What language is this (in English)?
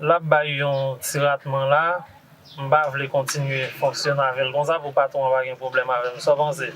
Haitian Creole